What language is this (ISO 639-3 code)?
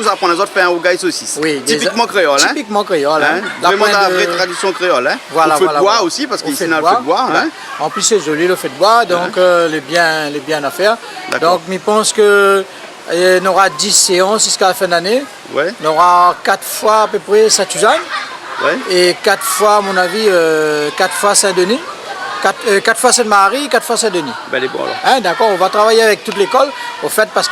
rcf